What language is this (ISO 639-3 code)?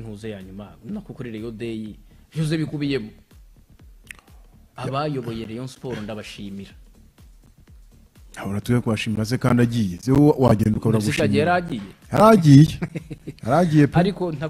kin